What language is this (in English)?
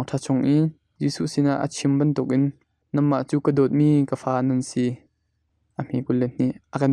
Hakha Chin